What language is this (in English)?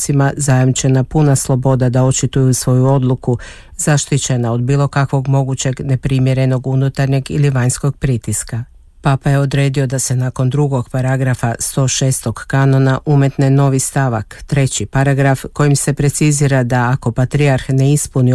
Croatian